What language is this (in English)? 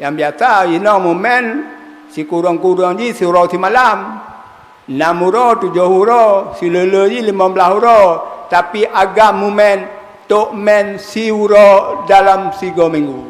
Achinese